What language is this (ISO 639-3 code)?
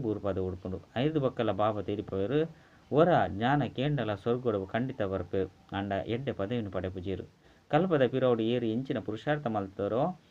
tcy